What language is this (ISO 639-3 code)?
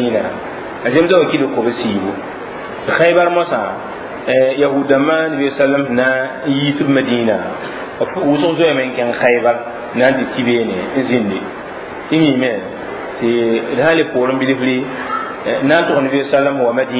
mos